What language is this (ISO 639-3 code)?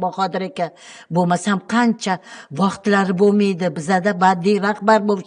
uzb